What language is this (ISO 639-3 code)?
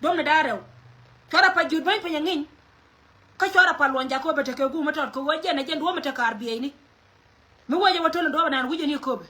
nus